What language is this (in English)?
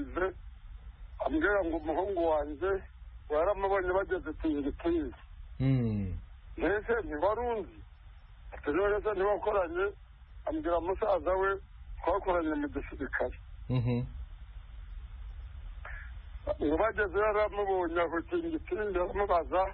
Kinyarwanda